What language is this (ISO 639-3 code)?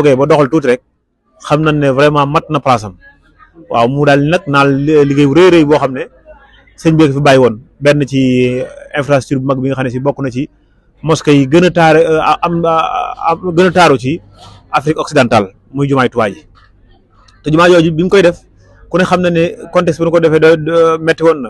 wol